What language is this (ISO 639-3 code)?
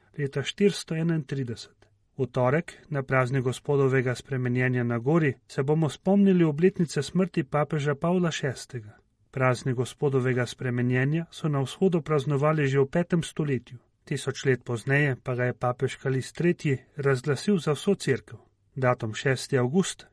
slv